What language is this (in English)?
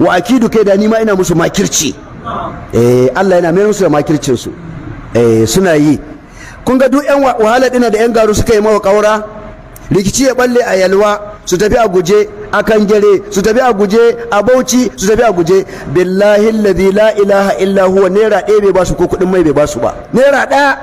Hausa